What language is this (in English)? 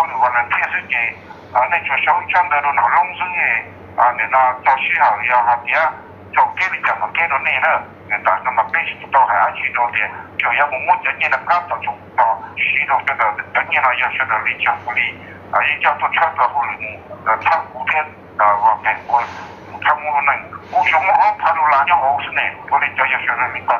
Hmong